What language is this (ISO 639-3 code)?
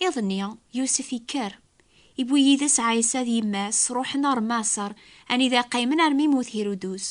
kab